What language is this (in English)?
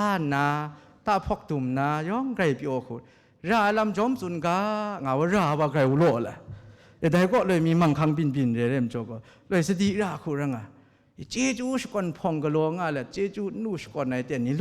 Kachin